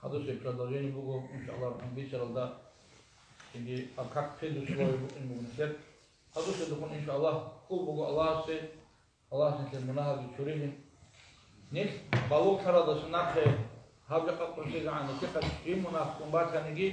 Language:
Avaric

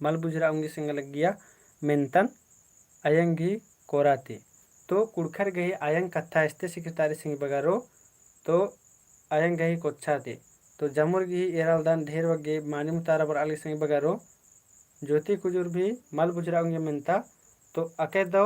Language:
Kurukh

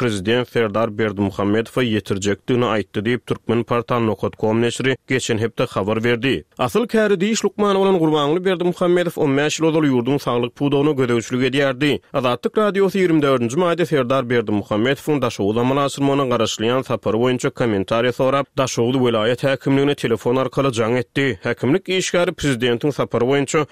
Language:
Turkmen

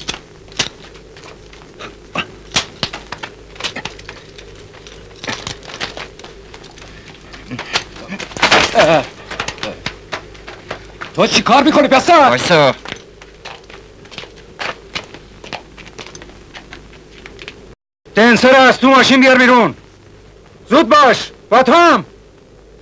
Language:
Persian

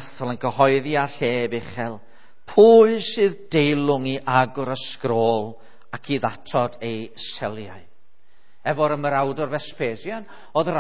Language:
Welsh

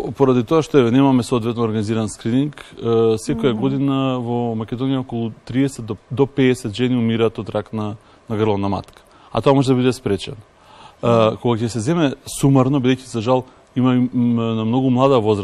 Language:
Macedonian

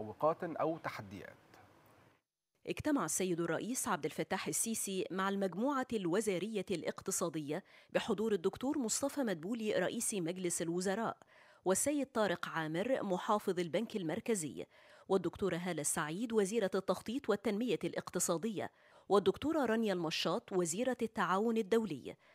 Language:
Arabic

